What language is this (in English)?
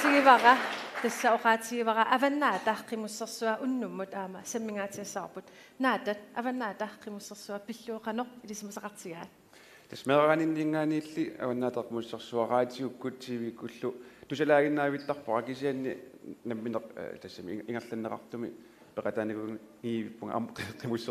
Kalaallisut